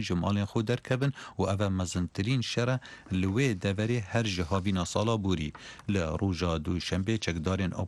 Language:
Kurdish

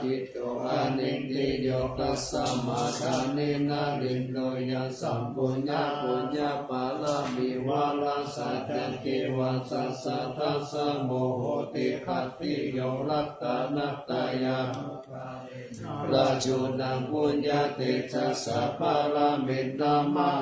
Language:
Pali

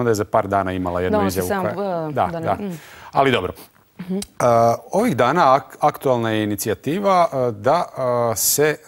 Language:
Croatian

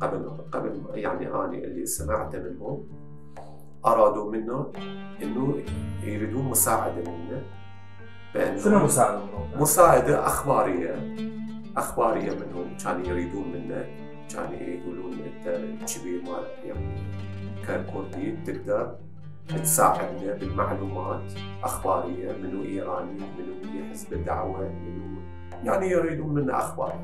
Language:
Mesopotamian Arabic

